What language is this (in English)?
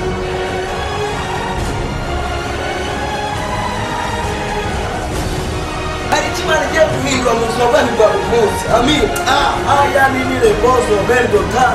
Kinyarwanda